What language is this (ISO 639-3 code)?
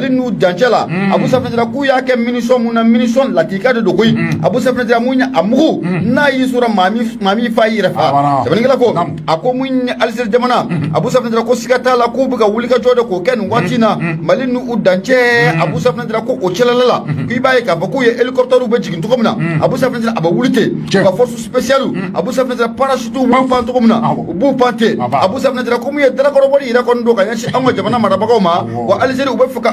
bam